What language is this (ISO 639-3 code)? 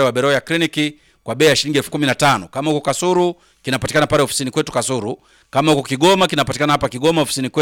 swa